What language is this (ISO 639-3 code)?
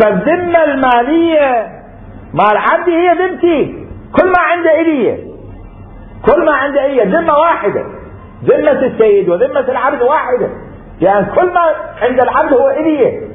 acm